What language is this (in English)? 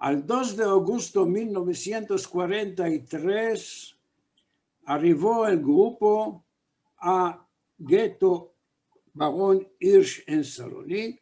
Ladino